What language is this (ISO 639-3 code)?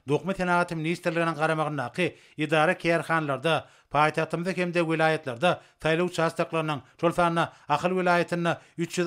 tuk